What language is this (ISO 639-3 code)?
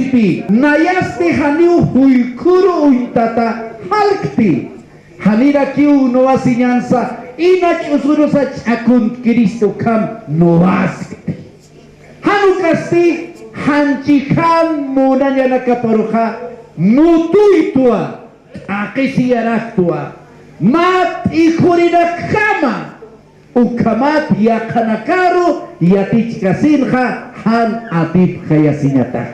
aym